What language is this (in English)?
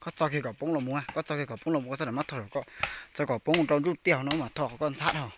Hmong